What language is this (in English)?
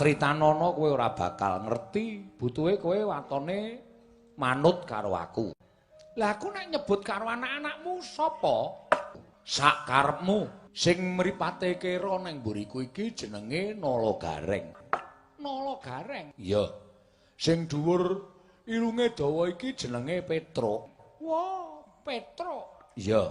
Javanese